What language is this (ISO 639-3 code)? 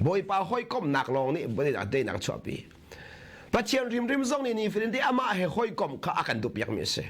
cnh